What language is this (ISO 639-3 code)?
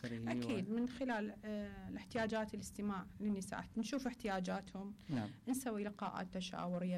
acm